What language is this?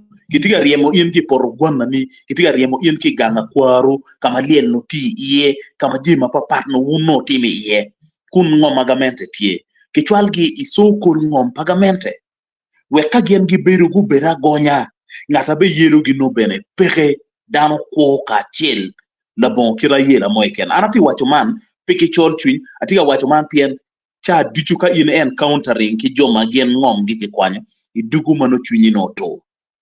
Acoli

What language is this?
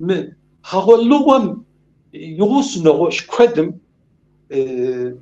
Kabardian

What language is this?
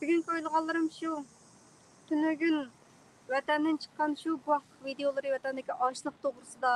Uyghur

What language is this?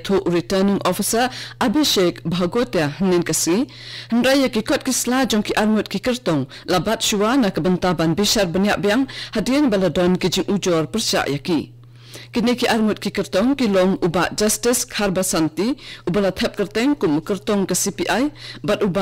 Khasi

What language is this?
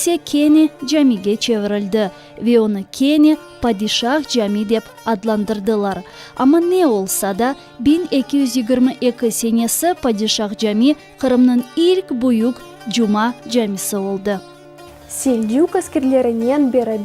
Crimean Tatar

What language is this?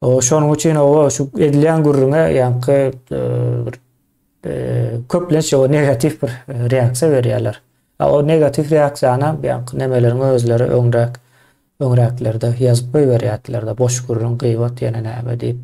Turkmen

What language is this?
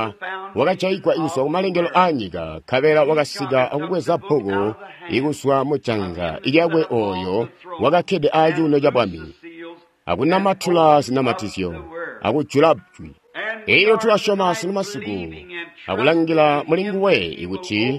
Tonga (Zambia)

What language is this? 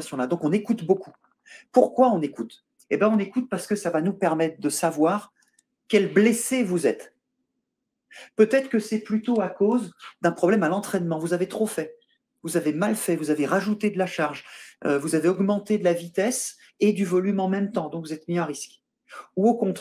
French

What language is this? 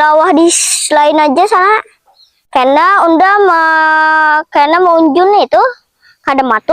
Banjar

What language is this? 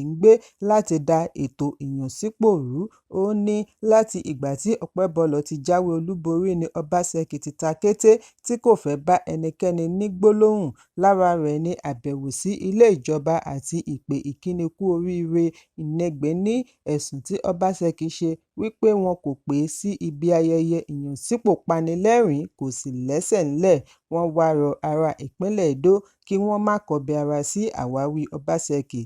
Yoruba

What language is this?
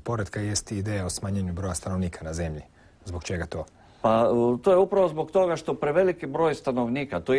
Croatian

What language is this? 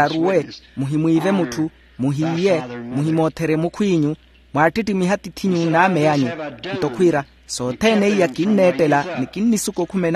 Makhuwa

